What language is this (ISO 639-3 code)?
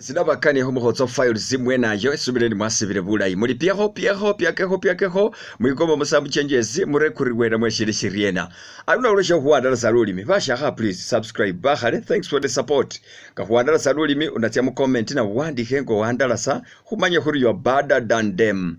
myx